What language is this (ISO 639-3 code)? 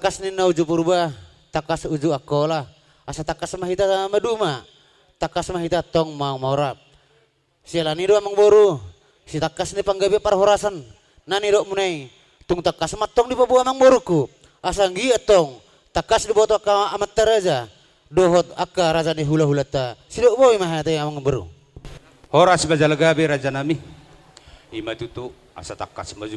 bbc